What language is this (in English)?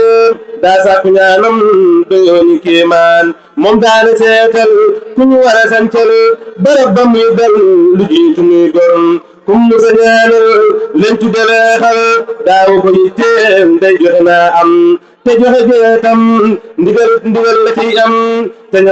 Wolof